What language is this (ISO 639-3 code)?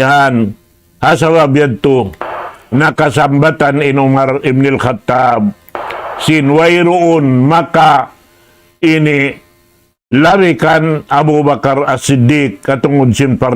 tsg